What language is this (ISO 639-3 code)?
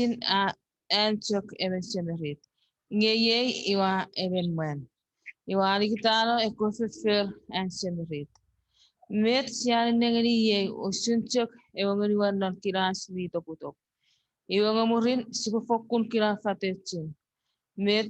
chk